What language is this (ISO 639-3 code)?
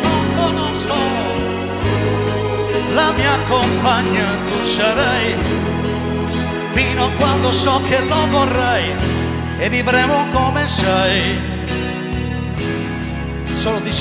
ita